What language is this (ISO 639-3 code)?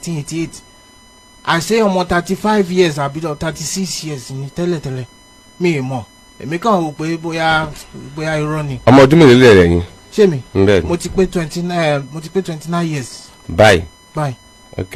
yor